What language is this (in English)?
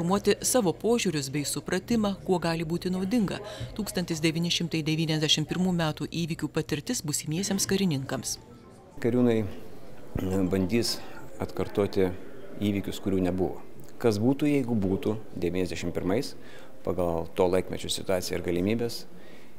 Lithuanian